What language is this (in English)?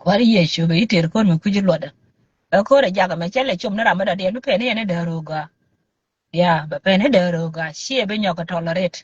Nuer